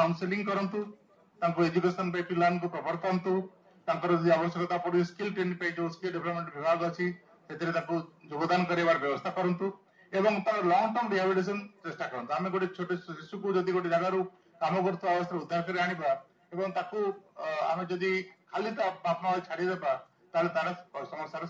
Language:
Odia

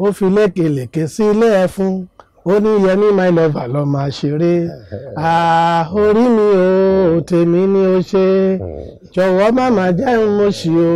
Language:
Yoruba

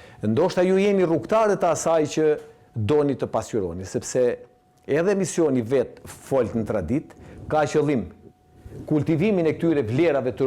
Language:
Albanian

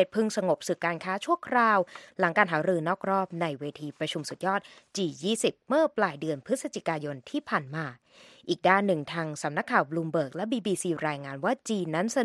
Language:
Thai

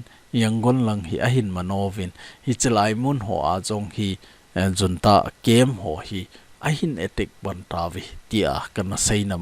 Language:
Thado Chin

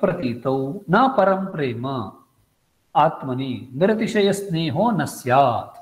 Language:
Sanskrit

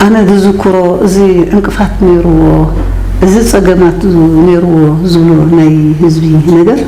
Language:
Tigrinya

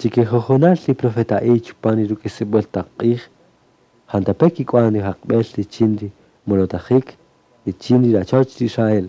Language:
Kaqchikel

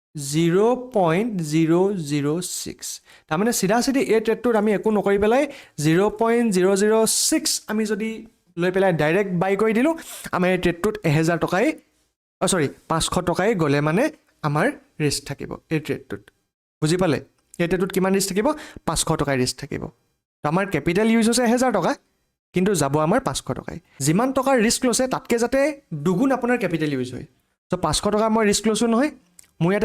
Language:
Assamese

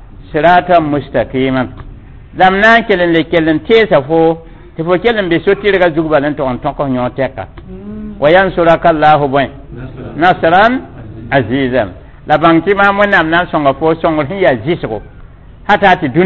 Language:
Mossi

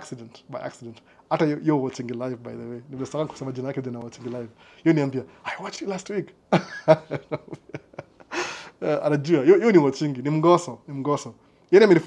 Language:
Swahili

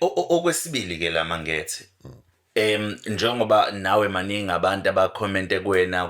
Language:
Zulu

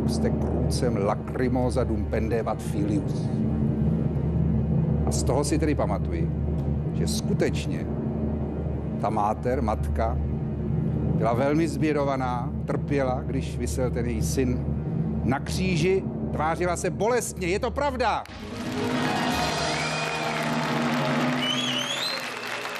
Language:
Czech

